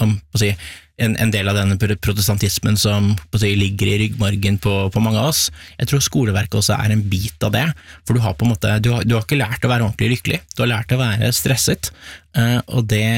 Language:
Norwegian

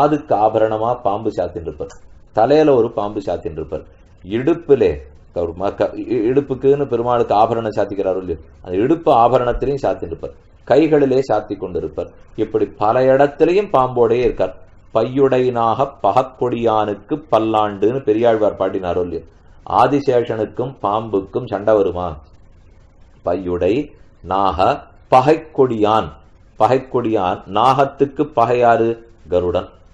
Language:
Tamil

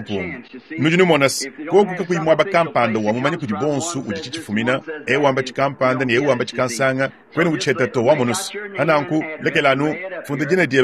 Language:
Luba-Lulua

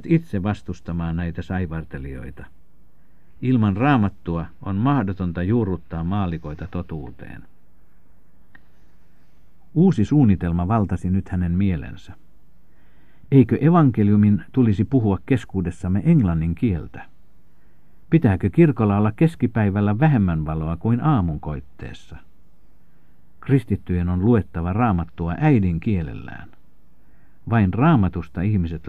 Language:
Finnish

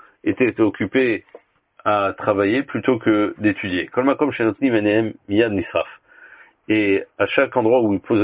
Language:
French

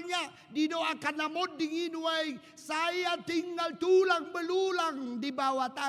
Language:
Batak Toba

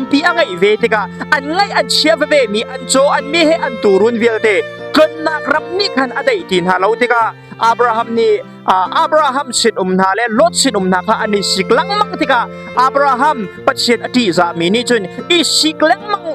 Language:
Hakha Chin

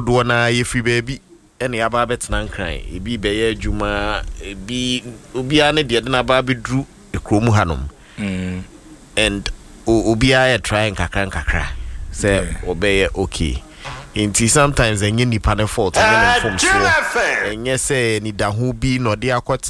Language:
Akan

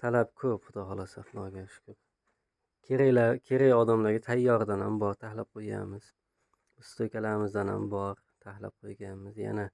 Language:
Uzbek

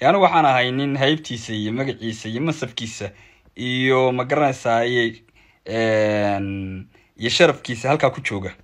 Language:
Somali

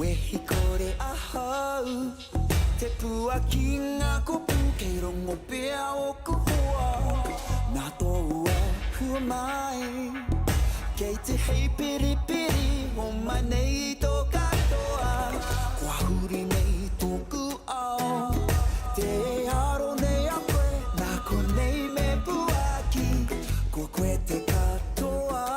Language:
Māori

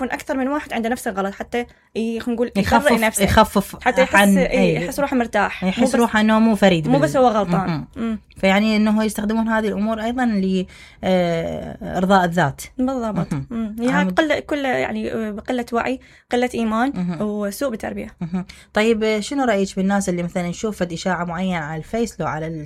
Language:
Mesopotamian Arabic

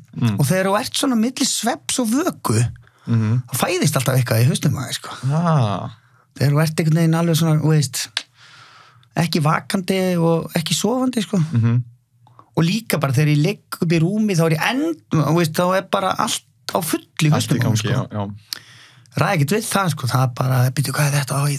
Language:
Icelandic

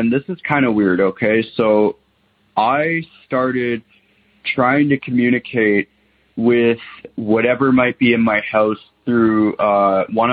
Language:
English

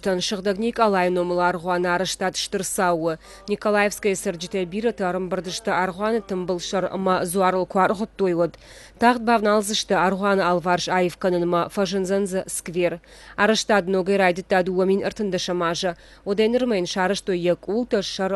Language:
Ossetic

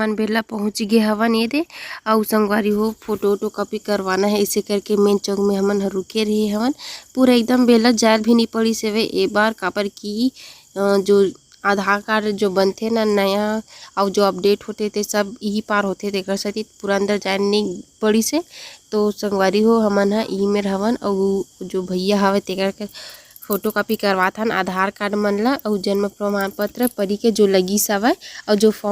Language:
Chhattisgarhi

